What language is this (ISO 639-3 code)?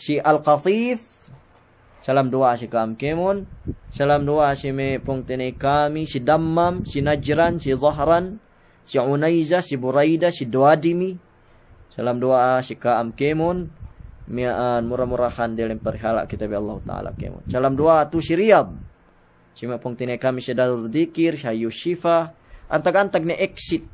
yka